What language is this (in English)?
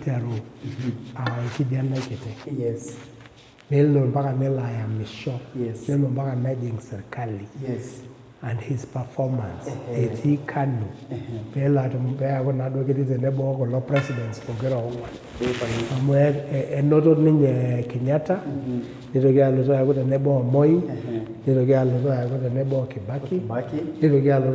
Masai